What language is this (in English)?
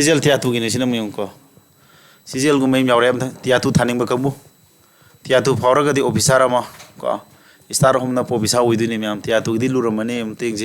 Manipuri